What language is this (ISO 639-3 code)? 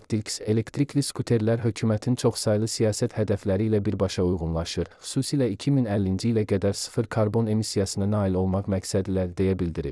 aze